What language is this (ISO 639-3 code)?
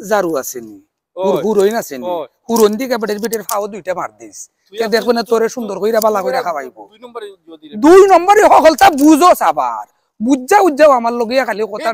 syl